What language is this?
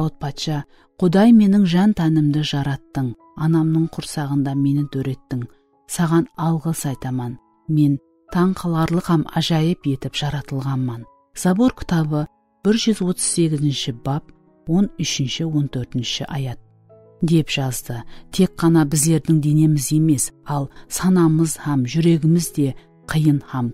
Kara-Kalpak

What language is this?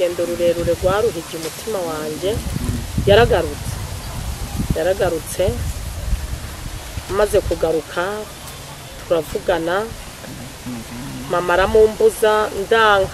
Rundi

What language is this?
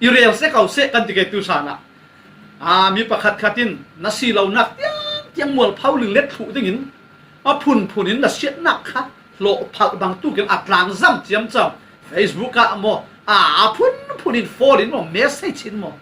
Falam Chin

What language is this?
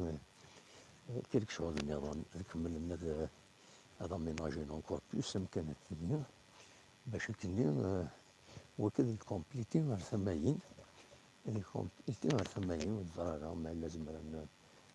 Kabyle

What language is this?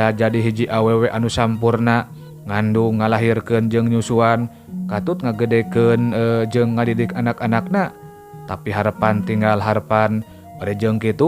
Sundanese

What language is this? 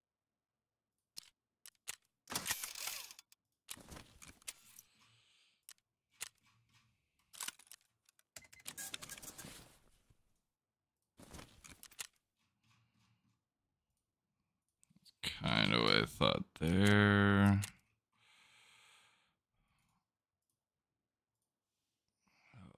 English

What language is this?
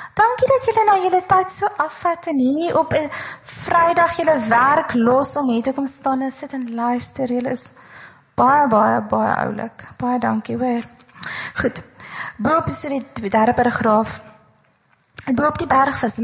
Afrikaans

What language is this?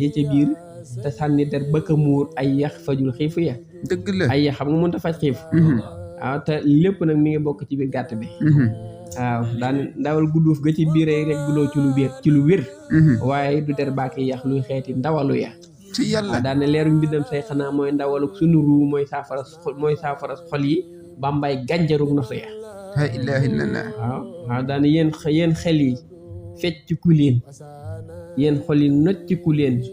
Wolof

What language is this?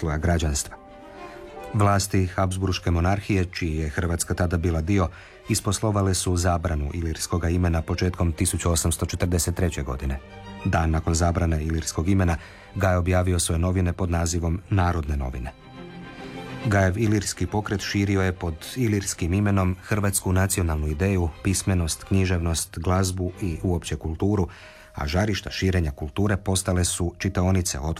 Croatian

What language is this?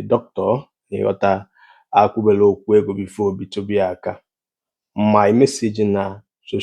Igbo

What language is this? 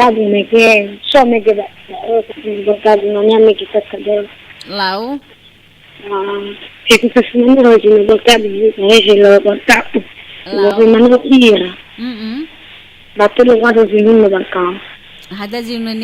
Nias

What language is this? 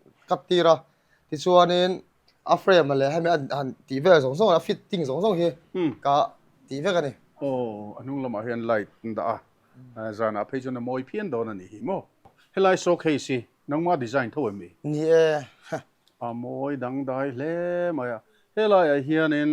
Mizo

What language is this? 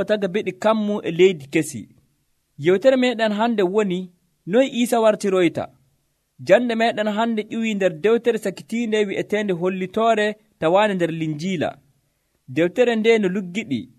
Nigerian Fulfulde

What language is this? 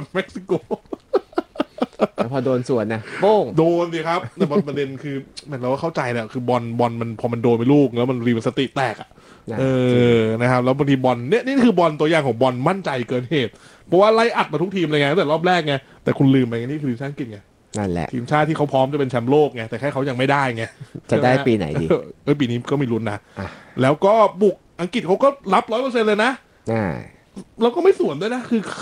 Thai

